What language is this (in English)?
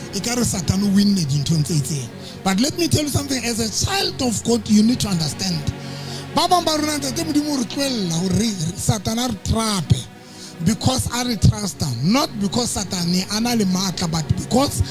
Southern Sotho